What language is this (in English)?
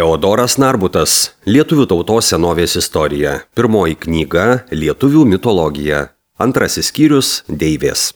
Lithuanian